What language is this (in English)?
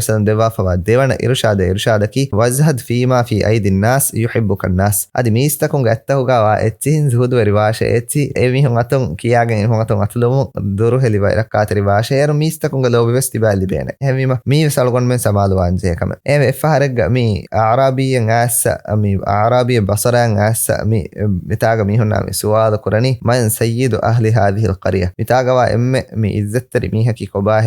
Divehi